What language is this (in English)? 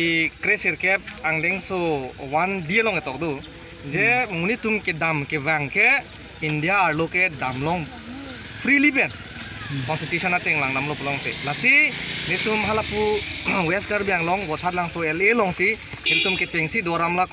Karbi